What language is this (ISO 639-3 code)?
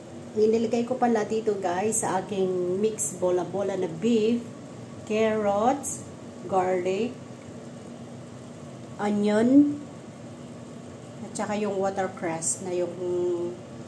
fil